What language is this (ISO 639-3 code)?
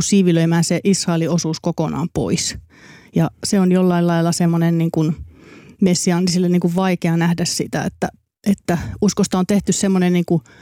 fin